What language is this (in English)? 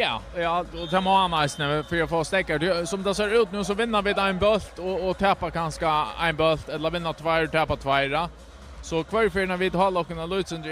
Faroese